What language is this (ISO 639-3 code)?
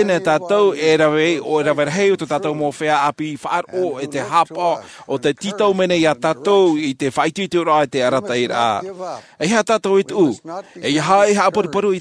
tah